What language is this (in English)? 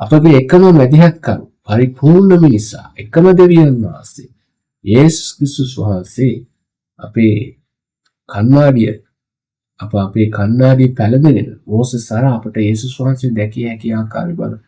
Sinhala